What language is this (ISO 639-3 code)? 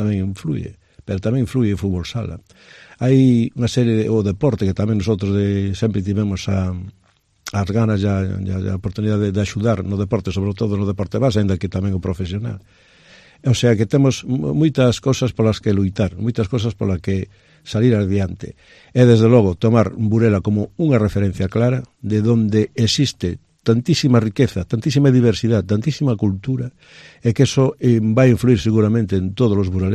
glg